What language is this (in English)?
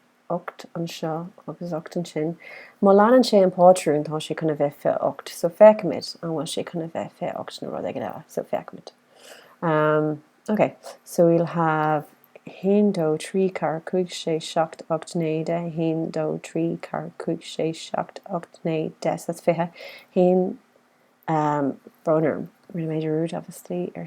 Irish